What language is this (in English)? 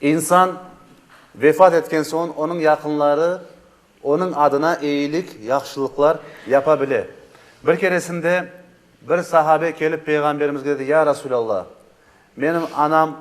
Crimean Tatar